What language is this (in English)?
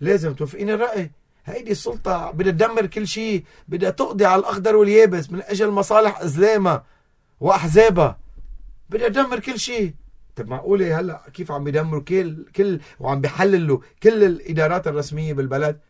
North Levantine Arabic